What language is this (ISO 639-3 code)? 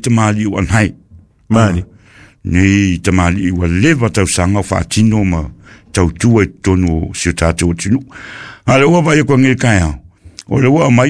smo